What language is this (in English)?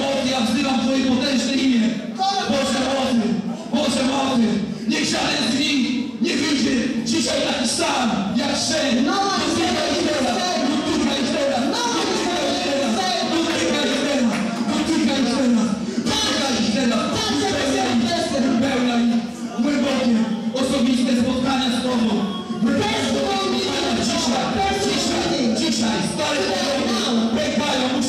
Polish